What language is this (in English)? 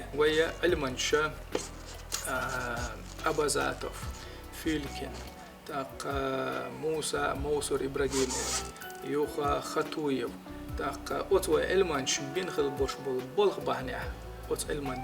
Chechen